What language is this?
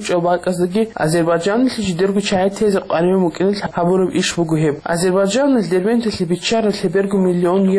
Avaric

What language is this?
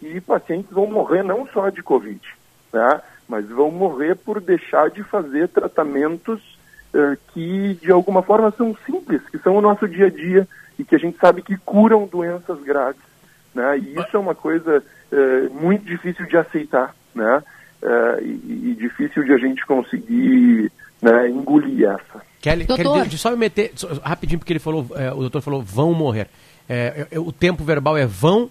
Portuguese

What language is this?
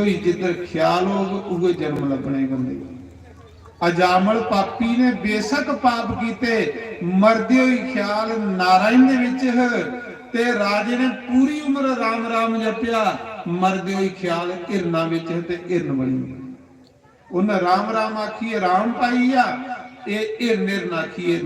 Dogri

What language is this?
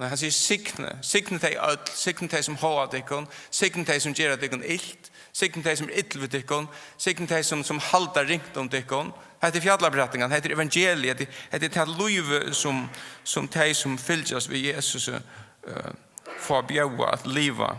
Faroese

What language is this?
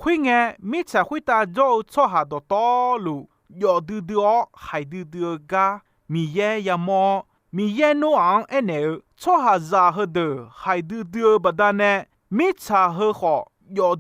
Akha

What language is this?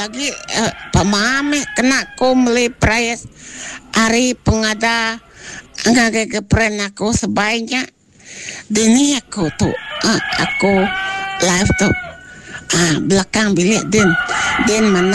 Iban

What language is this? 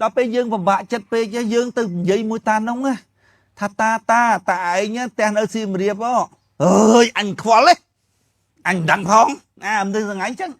Khmer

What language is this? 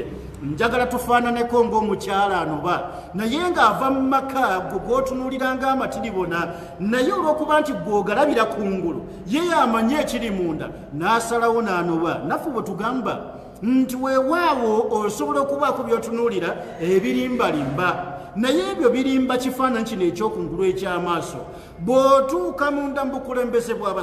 Ganda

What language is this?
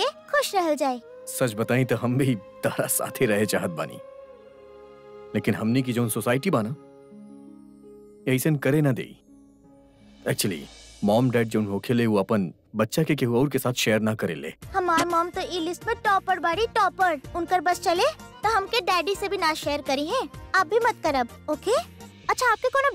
Bhojpuri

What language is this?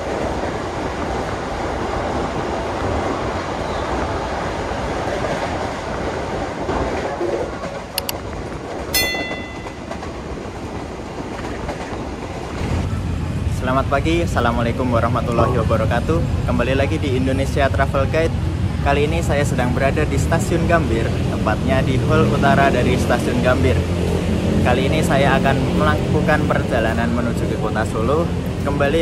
Indonesian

